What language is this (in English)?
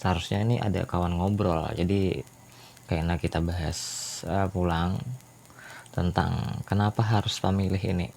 Banjar